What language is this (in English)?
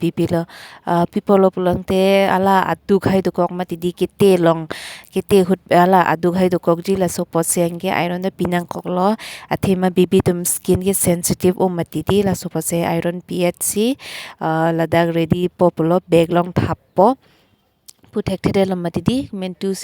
Karbi